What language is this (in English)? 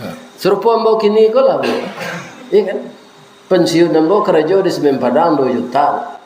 Minangkabau